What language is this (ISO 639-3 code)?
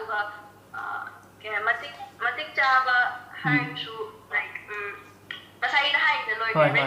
mni